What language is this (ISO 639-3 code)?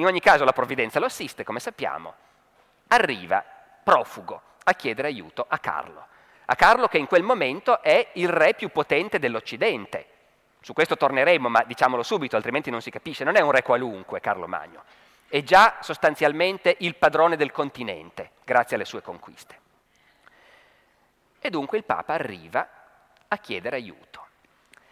ita